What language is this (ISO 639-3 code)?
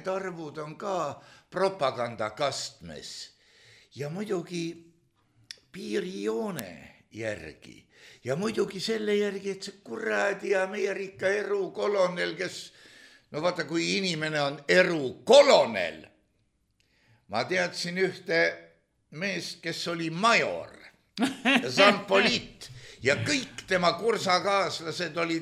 est